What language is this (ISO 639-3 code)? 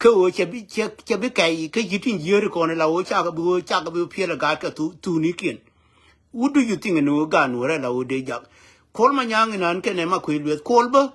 nus